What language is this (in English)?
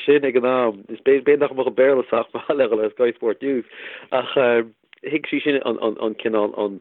Irish